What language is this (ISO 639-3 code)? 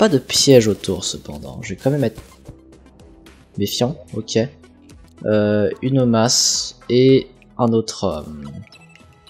fra